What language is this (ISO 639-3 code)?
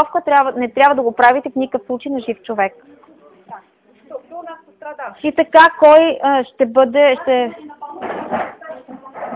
bul